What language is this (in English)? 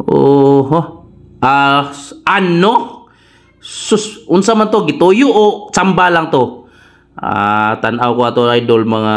Cebuano